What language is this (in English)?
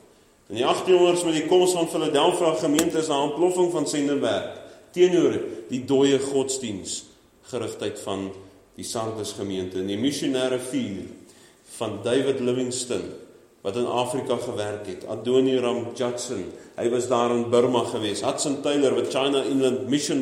Afrikaans